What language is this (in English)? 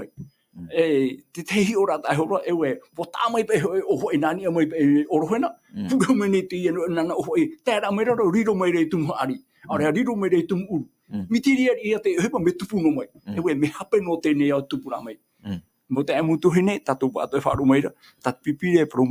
Tahitian